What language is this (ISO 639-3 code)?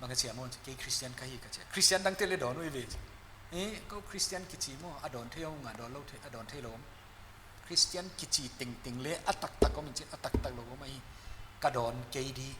pck